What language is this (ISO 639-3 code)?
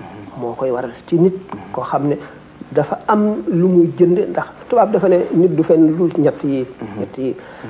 wol